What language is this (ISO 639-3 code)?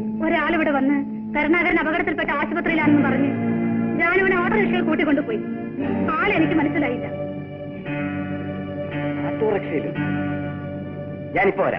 mal